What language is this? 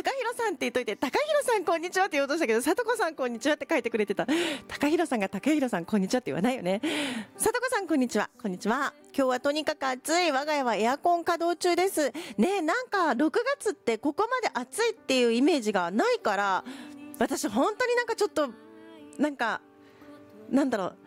Japanese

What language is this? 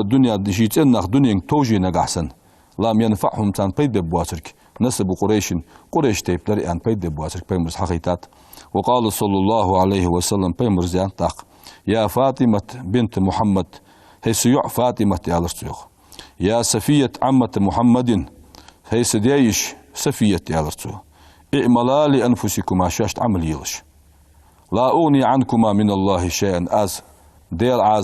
Ingush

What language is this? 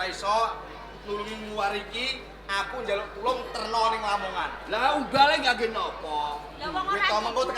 Javanese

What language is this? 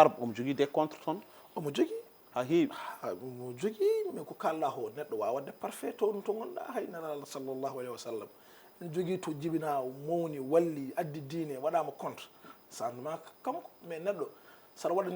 Fula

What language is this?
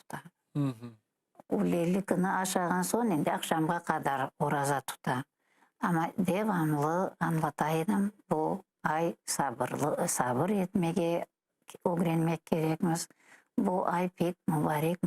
Crimean Tatar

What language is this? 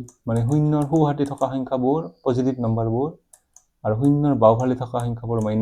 Assamese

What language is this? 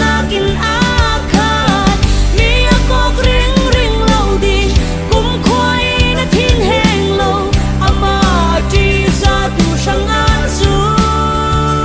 Falam Chin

